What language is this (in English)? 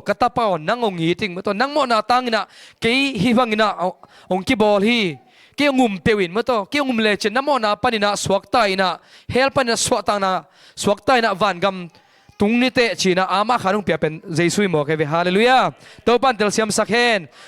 Tedim Chin